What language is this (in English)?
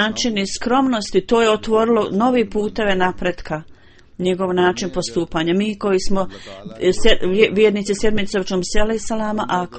Bosnian